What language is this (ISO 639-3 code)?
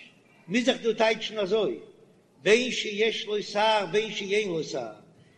yid